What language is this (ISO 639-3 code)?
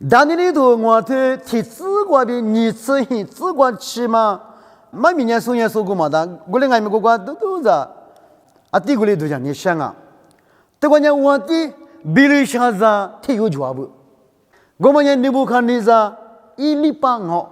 lis